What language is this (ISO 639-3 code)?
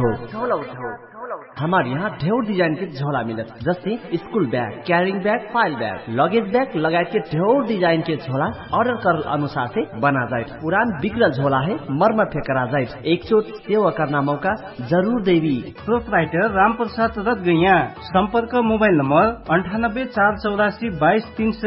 bho